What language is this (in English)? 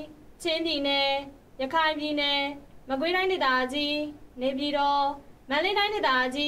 Burmese